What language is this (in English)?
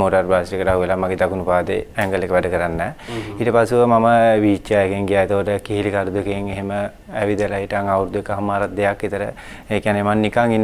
Sinhala